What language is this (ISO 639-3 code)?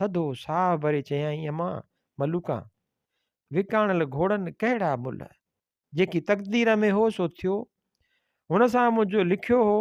snd